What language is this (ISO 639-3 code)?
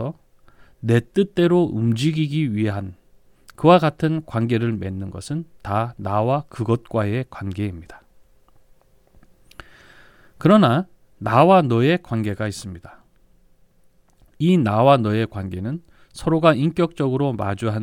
kor